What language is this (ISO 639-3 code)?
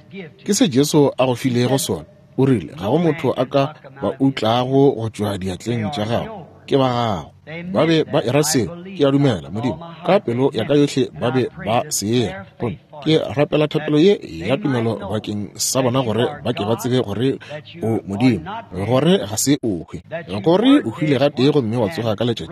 nso